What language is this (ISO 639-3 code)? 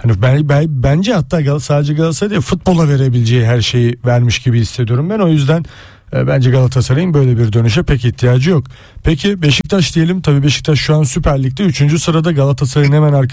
tur